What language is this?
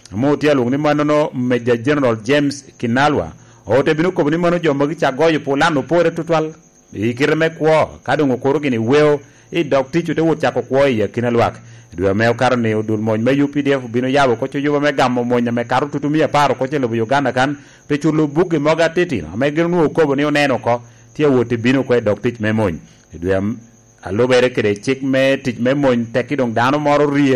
Lango (Uganda)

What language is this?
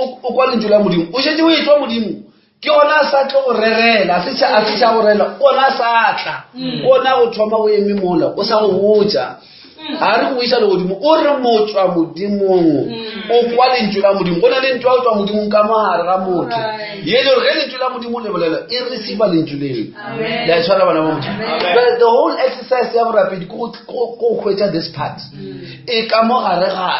Northern Sotho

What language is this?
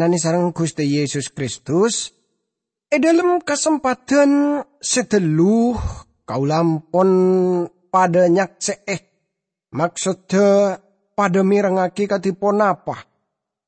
Madurese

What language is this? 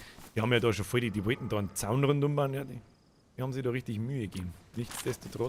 Bavarian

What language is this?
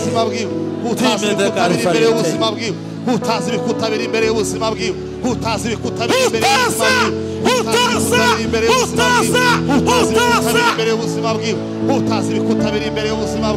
Kinyarwanda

